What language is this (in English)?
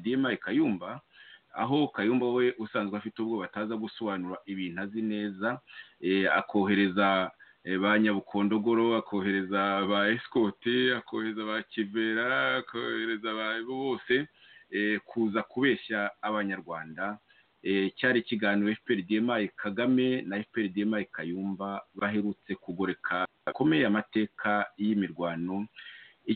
Kinyarwanda